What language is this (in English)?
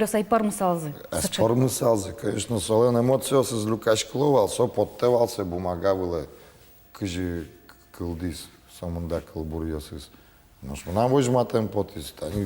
Udmurt